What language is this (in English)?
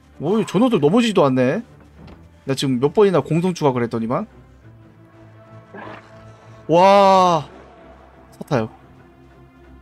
Korean